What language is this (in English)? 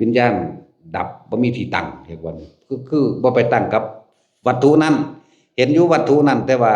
Lao